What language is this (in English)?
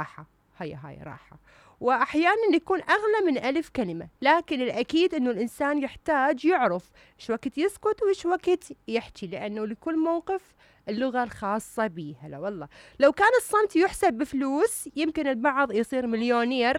Mesopotamian Arabic